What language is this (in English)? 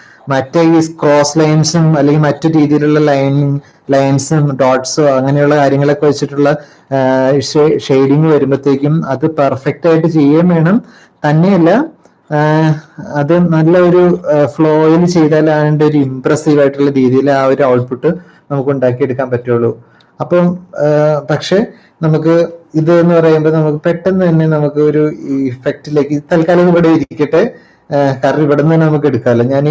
Malayalam